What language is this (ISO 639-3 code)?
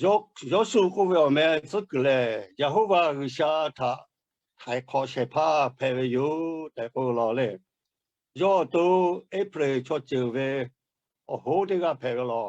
lhu